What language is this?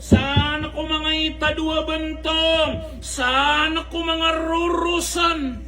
Maranao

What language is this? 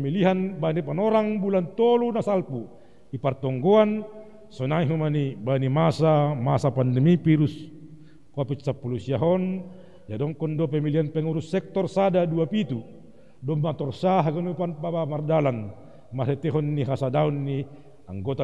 Batak Simalungun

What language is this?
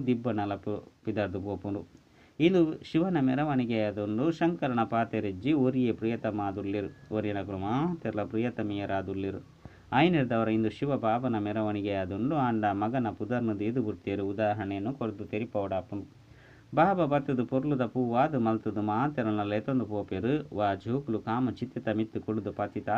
Tulu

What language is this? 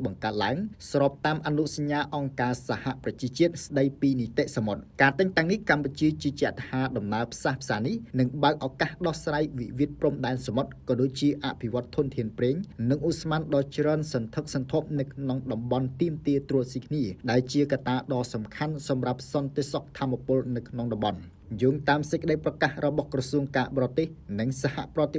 Khmer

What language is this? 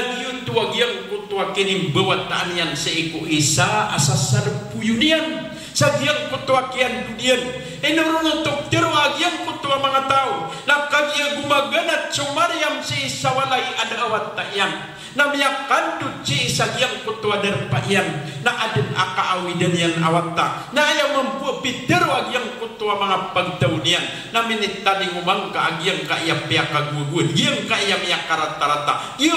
Maranao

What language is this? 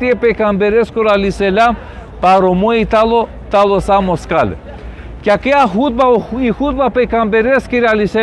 Balkan Romani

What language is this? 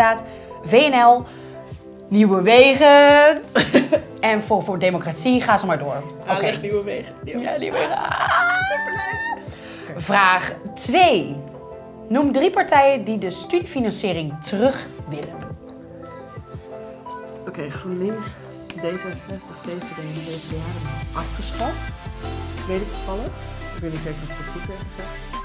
Dutch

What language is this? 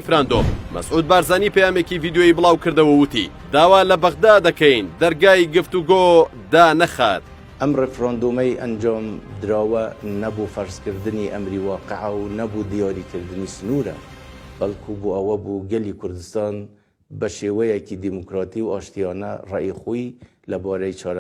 Central Kurdish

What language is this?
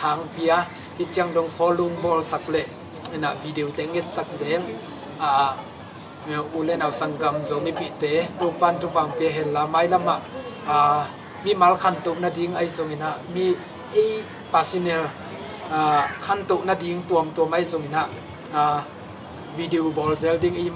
Tedim Chin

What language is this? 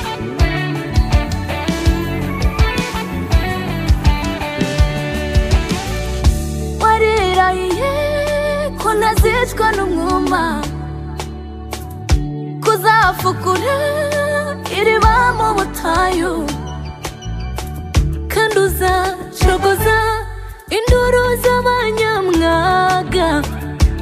Kinyarwanda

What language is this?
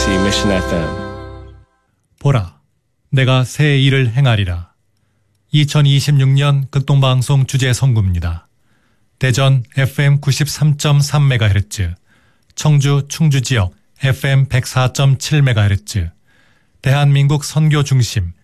Korean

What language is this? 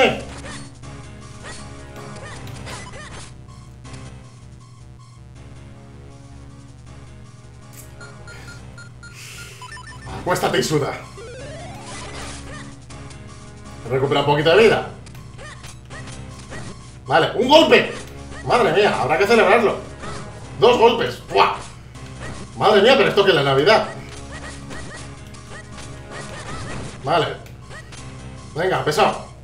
Spanish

